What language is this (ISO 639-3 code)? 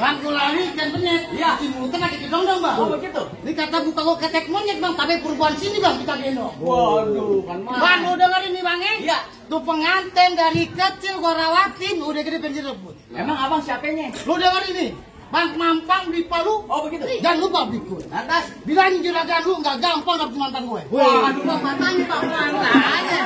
bew